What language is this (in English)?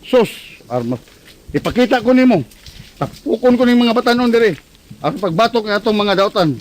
Cebuano